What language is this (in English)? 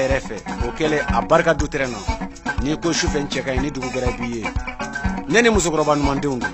Bambara